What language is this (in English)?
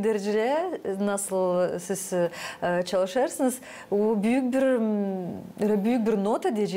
Gagauz